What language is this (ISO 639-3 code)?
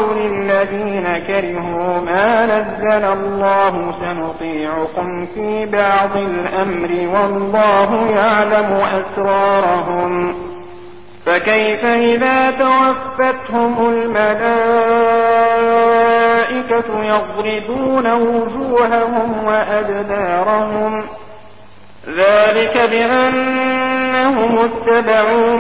ara